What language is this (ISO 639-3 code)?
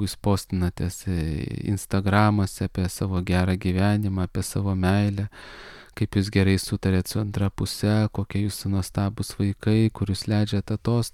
lit